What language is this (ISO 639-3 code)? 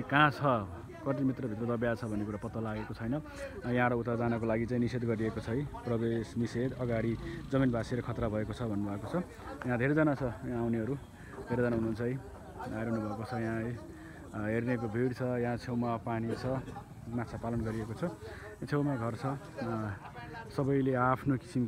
nep